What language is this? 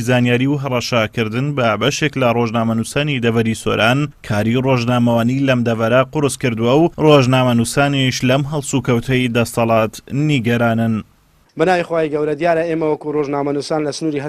Central Kurdish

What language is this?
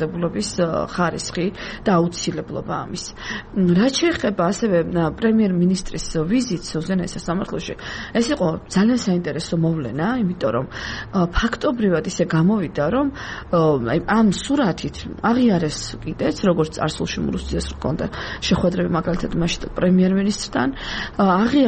Georgian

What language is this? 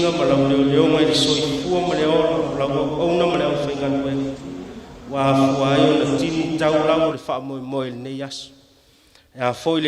Samoan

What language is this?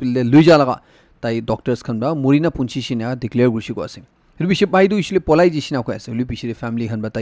Naga Pidgin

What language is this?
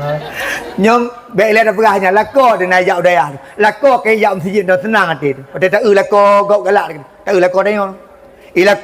Achinese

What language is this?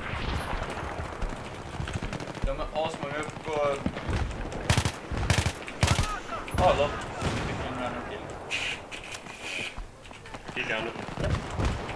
Swedish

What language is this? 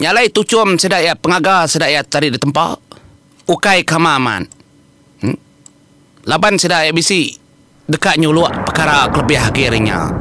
Iban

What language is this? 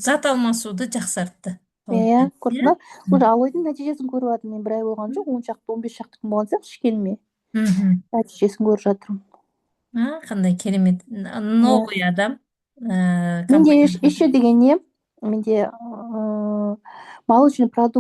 Kazakh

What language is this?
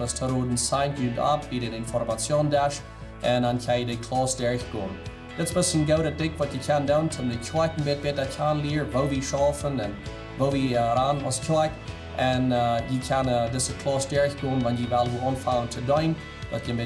Plautdietsch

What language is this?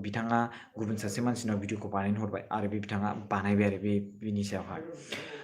Bodo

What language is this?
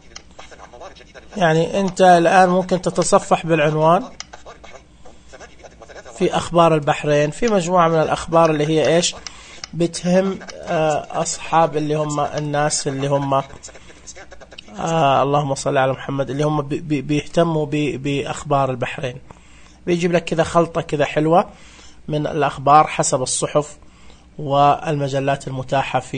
Najdi Arabic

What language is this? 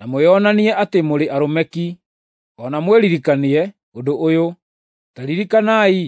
Kikuyu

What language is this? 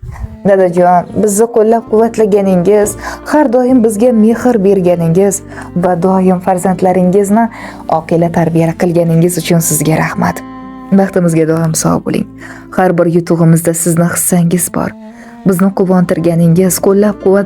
Uzbek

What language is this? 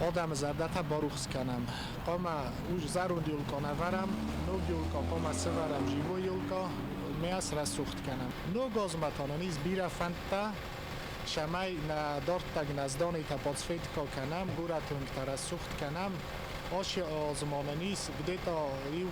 Ossetic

